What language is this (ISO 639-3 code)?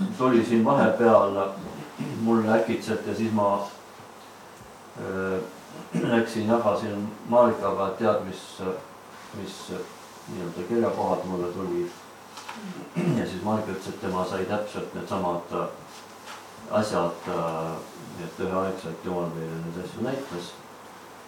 est